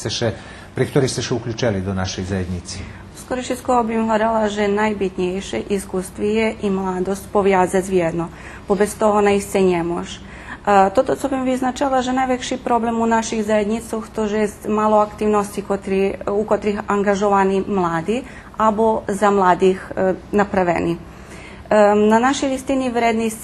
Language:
Rusyn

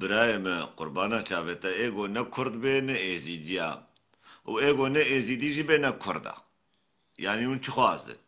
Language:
Kurdish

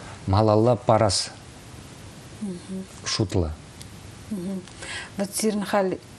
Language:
Chuvash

